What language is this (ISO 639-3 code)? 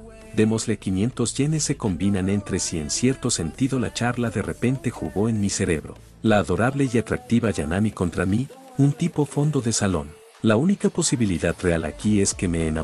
spa